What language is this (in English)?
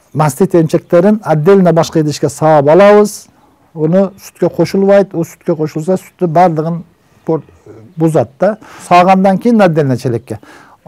Kyrgyz